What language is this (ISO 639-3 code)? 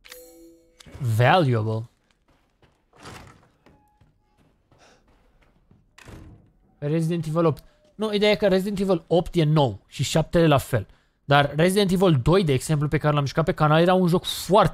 ron